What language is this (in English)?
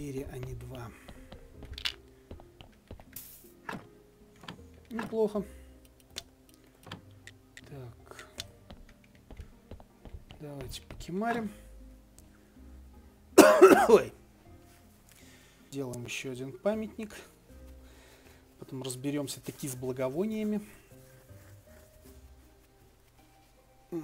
Russian